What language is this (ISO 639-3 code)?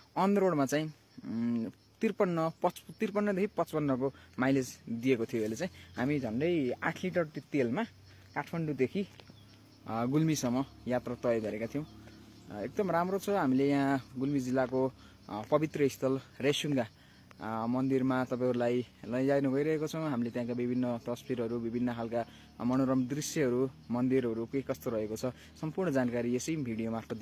nep